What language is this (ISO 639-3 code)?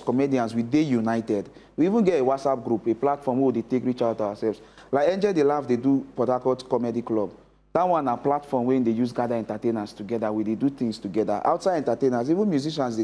pcm